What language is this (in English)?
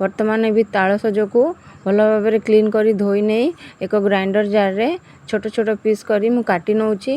Odia